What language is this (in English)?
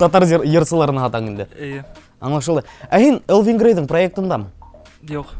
Bashkir